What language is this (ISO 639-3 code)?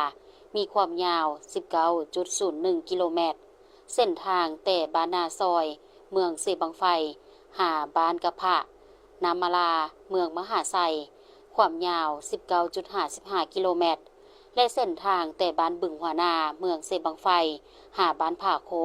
lao